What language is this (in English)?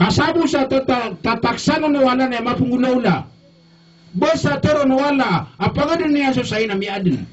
Maranao